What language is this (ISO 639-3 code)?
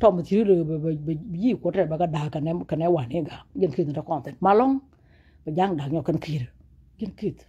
nus